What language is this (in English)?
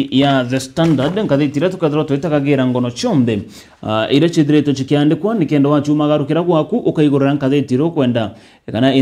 Meru